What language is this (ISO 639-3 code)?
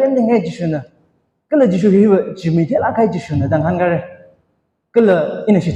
nmf